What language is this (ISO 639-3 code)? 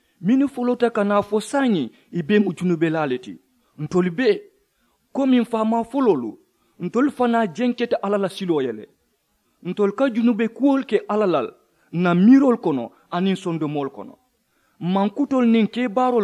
man